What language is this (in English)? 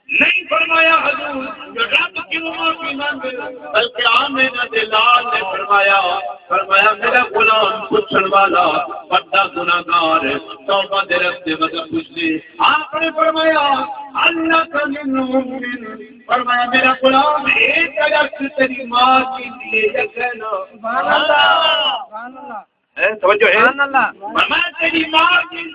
Saraiki